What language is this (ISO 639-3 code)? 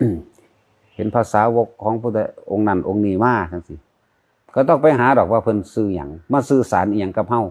lao